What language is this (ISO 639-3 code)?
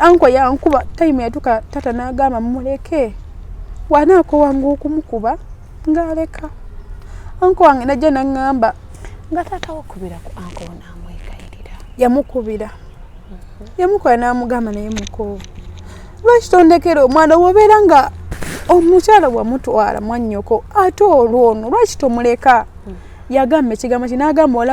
lug